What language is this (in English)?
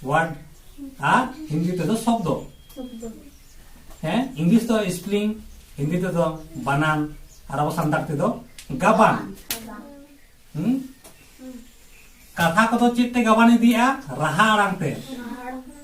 Santali